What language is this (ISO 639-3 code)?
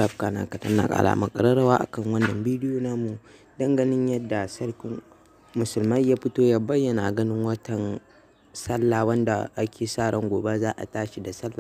hau